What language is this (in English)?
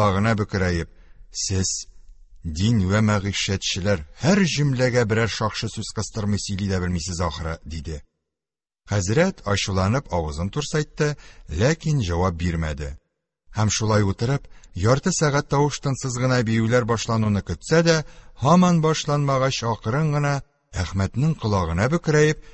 Tatar